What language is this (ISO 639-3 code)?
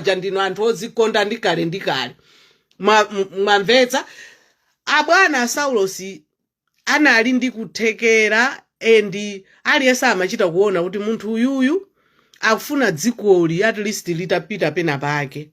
nya